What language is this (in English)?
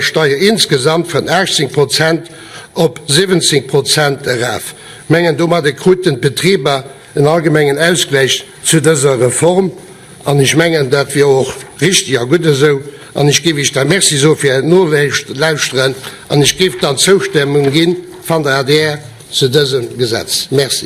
Luxembourgish